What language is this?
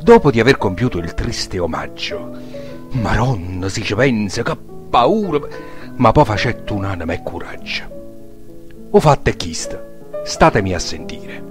Neapolitan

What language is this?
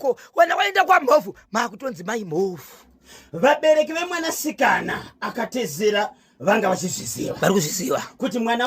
Shona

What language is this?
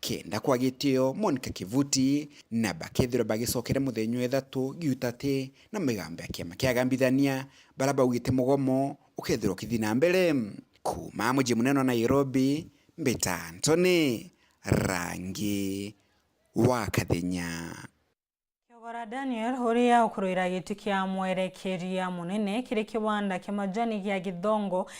Meru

